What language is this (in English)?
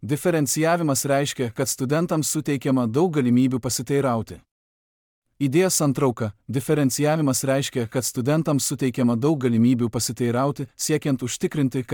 Lithuanian